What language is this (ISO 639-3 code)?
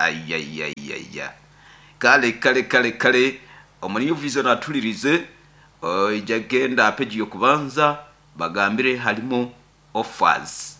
nyo